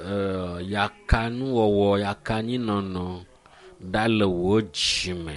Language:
Ewe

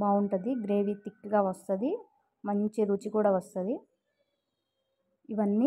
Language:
Telugu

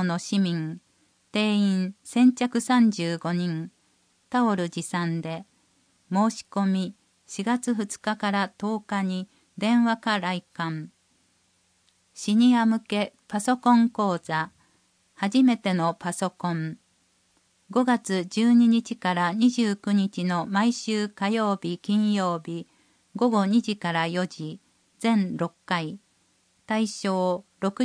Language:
Japanese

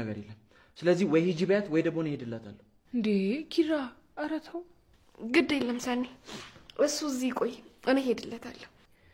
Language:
Amharic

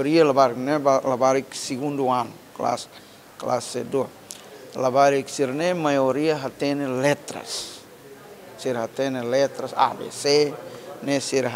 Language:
Tetum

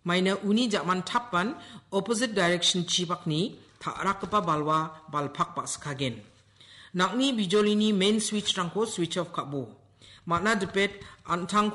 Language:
Garo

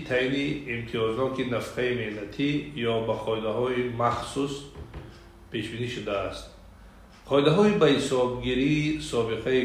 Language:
Tajik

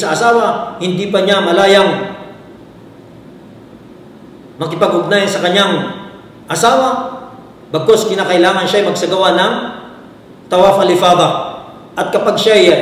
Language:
Filipino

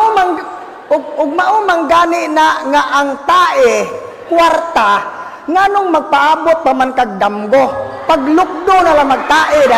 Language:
Cebuano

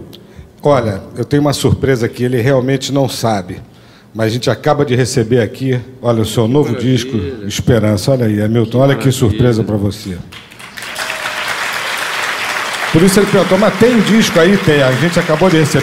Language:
Portuguese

